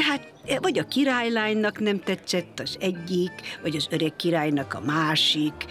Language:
Hungarian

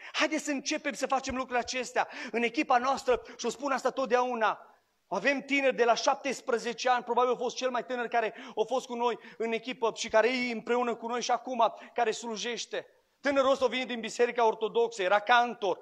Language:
Romanian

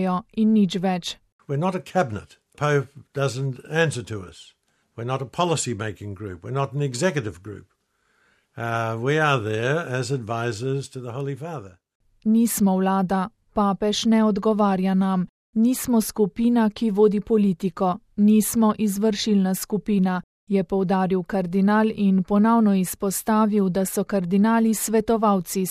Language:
Slovenian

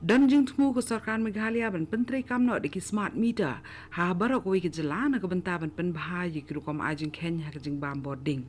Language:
Khasi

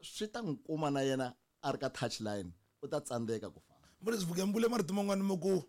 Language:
Tsonga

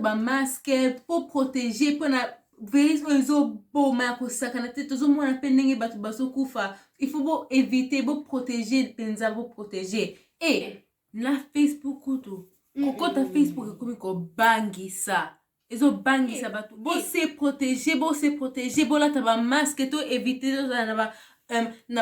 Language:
Lingala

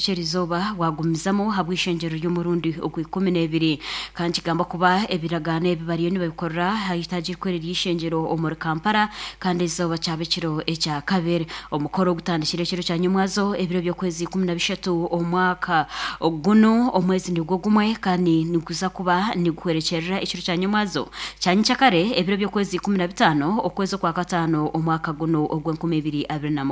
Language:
Nyankole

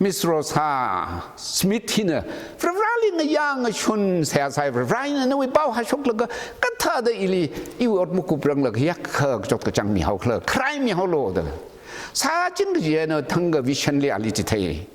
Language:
Tangkhul Naga (India)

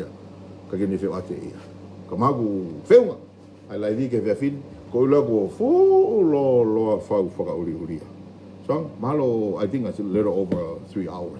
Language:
Tongan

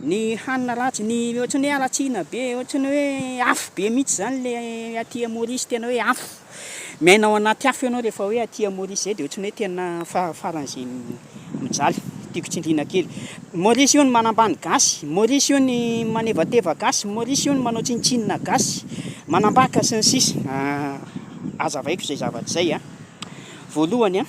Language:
Malagasy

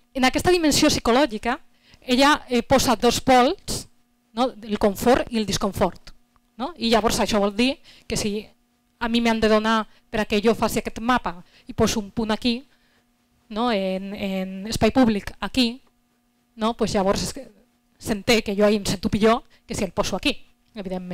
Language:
Catalan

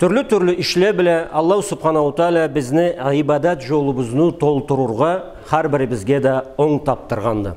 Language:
Karachay-Balkar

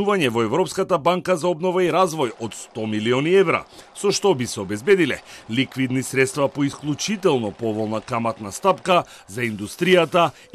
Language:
Macedonian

